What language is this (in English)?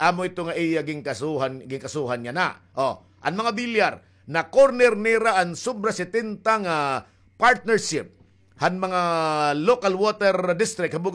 Waray